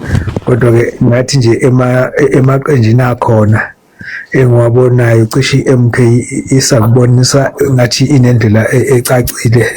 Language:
Zulu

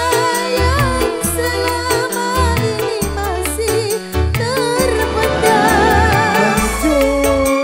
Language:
Indonesian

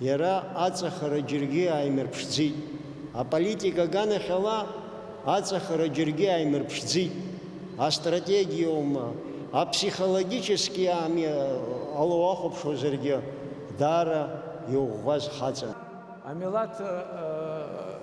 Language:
Abkhazian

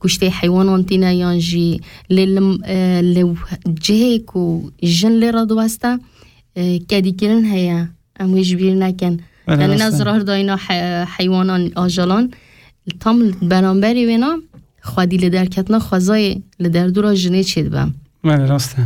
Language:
Kurdish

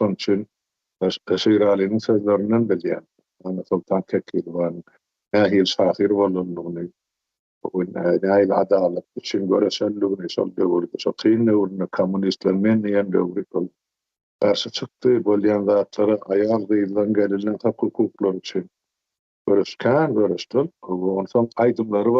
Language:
Turkmen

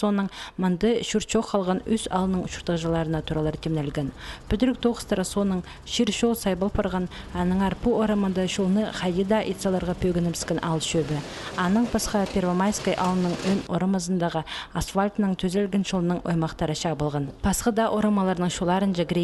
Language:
Khakas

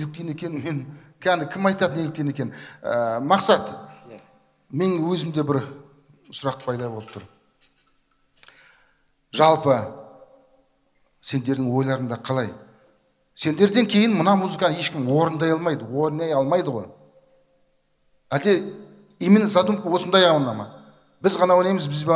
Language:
Kazakh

